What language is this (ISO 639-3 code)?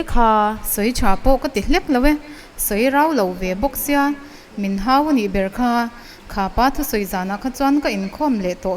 lus